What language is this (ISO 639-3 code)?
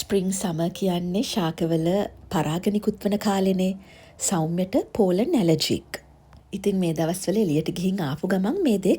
sin